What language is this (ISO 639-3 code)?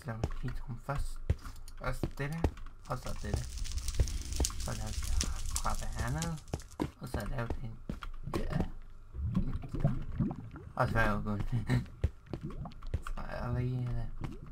dan